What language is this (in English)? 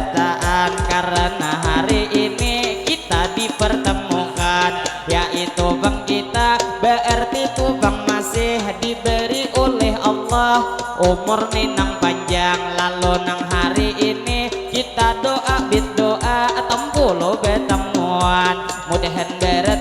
Banjar